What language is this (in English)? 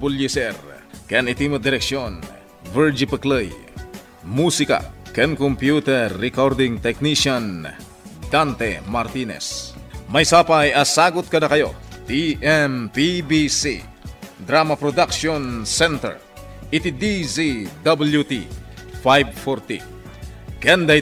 Iloko